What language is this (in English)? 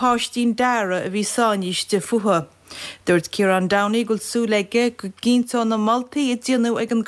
Irish